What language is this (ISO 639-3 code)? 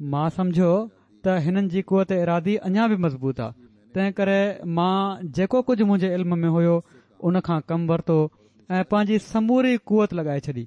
snd